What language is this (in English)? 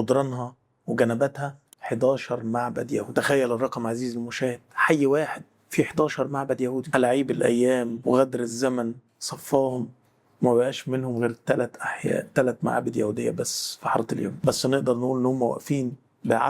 Egyptian Arabic